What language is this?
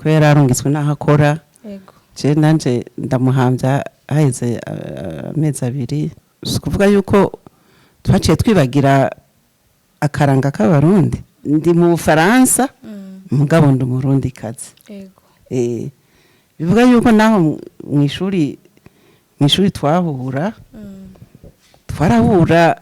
Rundi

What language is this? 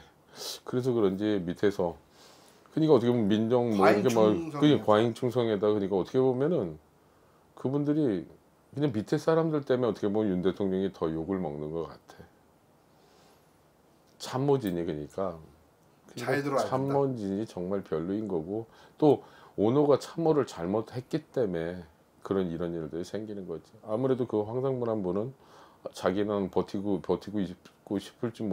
Korean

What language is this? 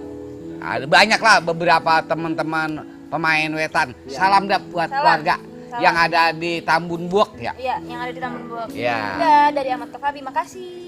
Betawi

